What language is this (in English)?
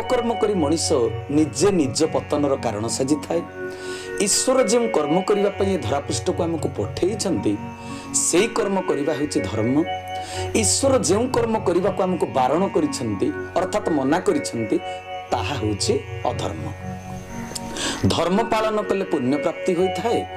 Odia